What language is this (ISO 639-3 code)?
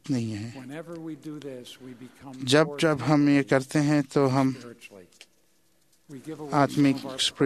hin